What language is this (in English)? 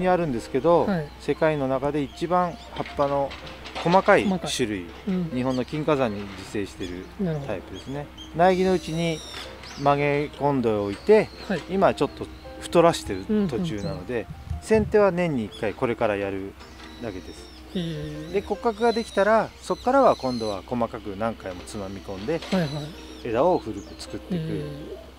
Japanese